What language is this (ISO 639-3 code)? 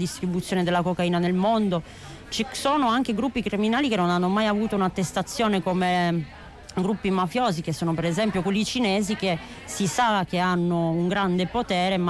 ita